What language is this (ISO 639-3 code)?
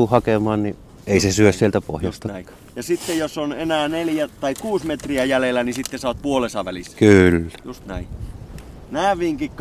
fin